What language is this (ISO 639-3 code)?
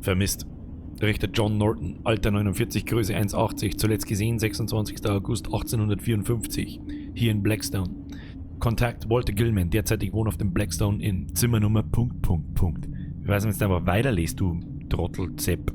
bar